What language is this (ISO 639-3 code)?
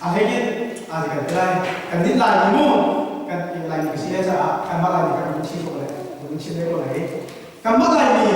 cnh